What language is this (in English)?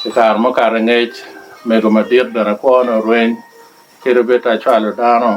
Lango (Uganda)